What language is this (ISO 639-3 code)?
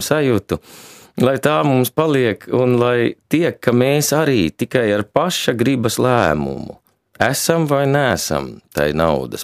lav